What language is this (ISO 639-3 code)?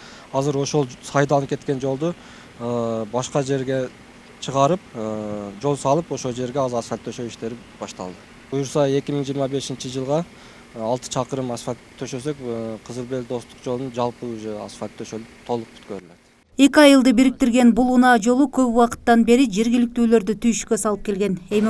kir